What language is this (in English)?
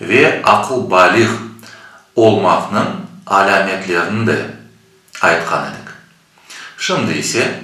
Crimean Tatar